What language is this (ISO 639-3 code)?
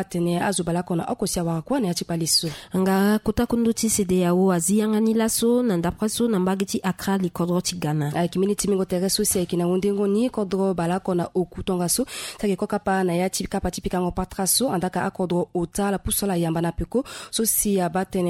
sag